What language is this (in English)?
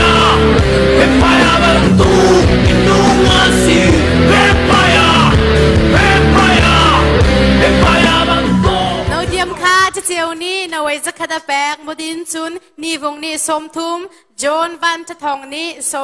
Hakha Chin